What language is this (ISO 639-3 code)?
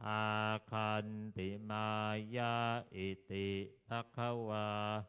pli